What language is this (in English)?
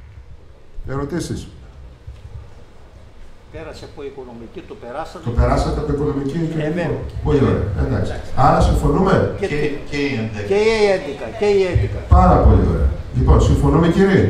Greek